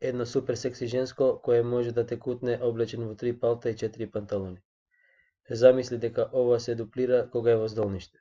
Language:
Macedonian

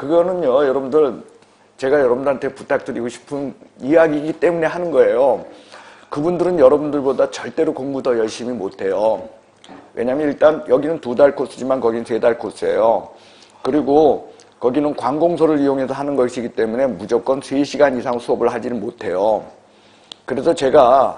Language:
Korean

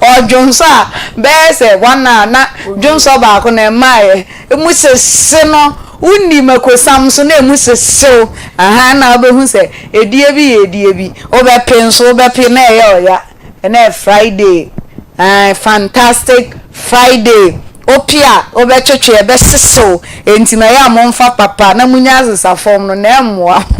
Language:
Akan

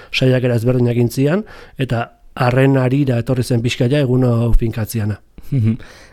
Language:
Basque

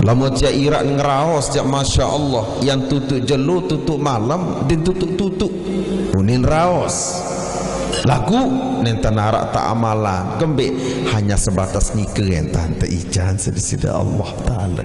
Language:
Sasak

